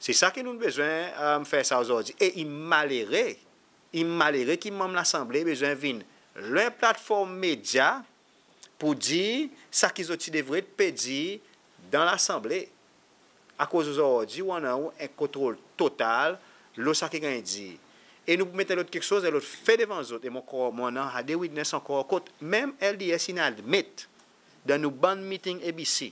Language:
Seselwa Creole French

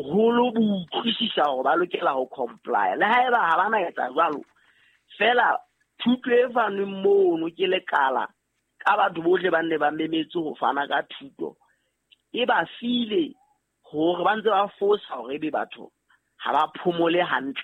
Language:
Southern Sotho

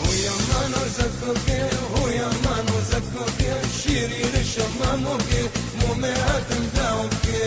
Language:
Kurdish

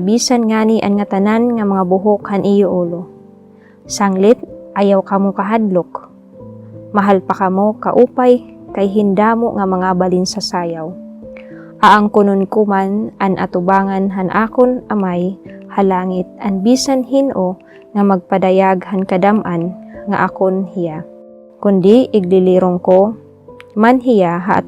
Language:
Waray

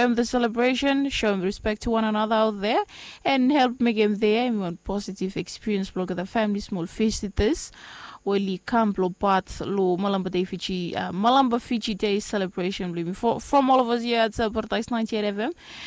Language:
Bislama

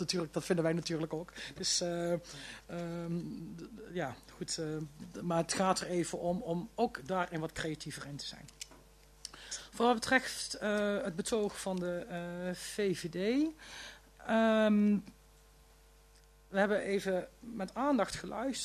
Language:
Dutch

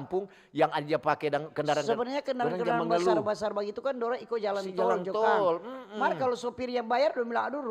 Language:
Manado Malay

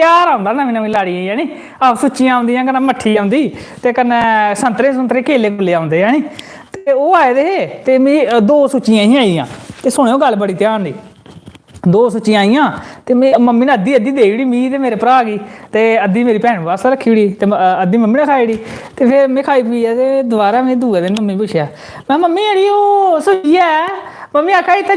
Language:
Dogri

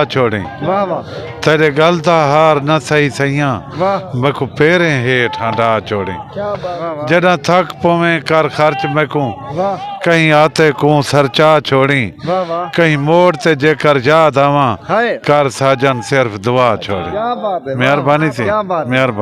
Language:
Saraiki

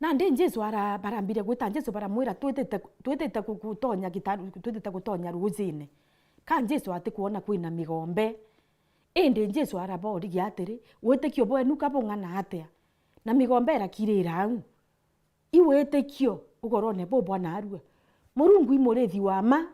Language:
Meru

